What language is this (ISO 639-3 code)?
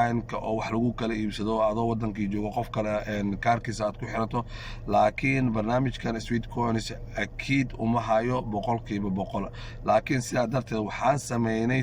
som